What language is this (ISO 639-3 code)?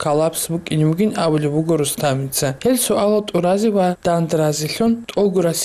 ava